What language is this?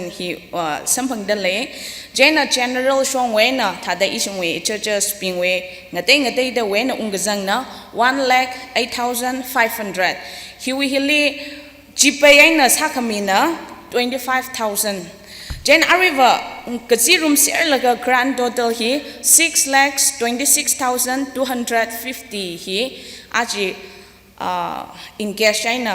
Tangkhul Naga (India)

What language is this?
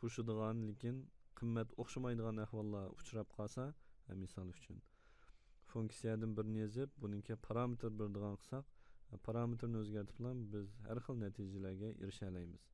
Uyghur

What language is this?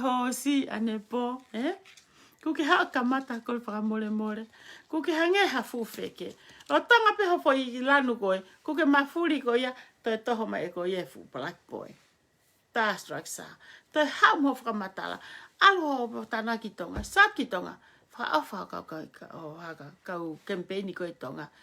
Tongan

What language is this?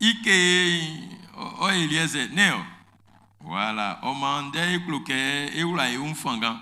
Baoulé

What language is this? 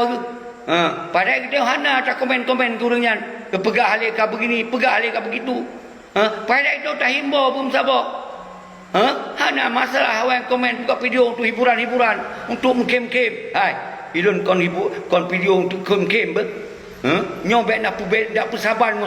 Achinese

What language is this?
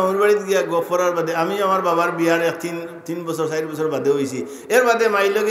Sylheti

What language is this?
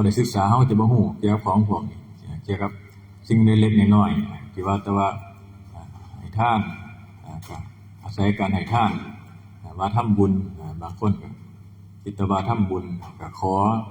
Northeastern Thai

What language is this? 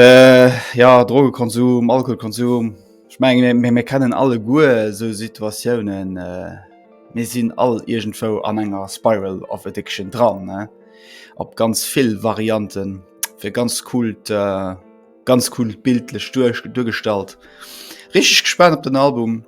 Luxembourgish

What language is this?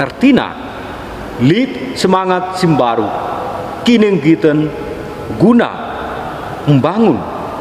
Batak Karo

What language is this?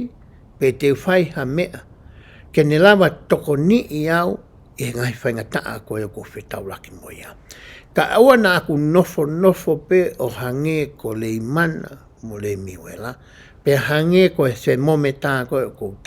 Tongan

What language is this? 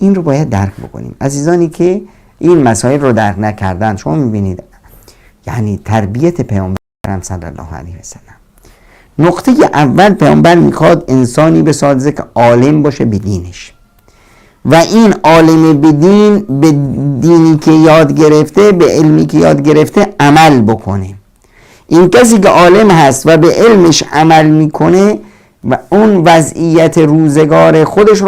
Persian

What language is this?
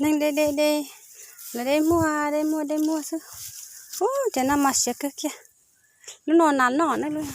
Hmong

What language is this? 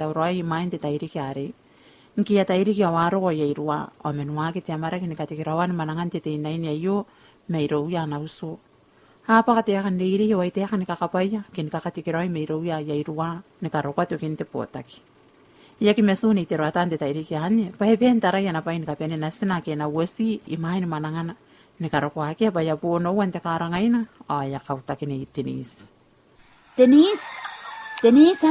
Gilbertese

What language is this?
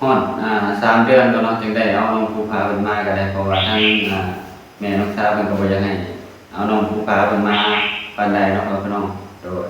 Northeastern Thai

